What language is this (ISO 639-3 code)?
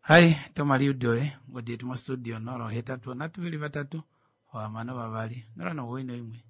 kua